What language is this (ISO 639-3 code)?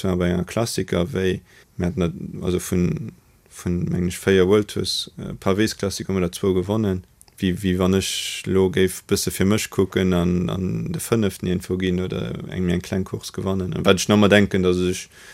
ltz